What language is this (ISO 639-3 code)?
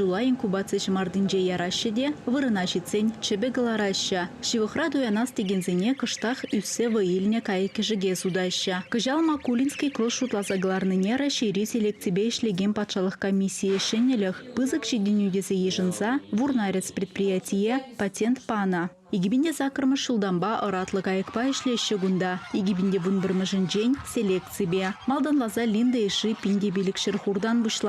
chv